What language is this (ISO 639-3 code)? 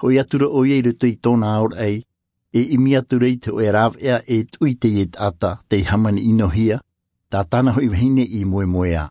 tah